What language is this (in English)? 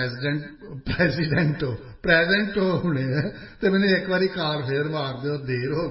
Punjabi